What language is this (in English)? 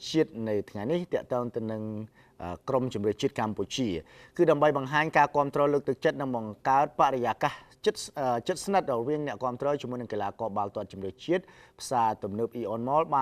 Khmer